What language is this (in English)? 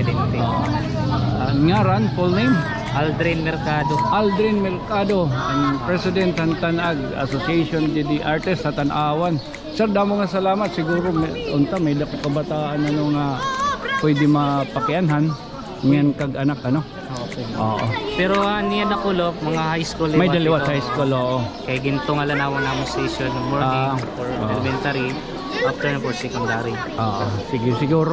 Waray